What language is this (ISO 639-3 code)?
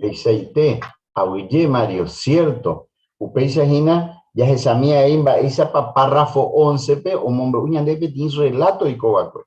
grn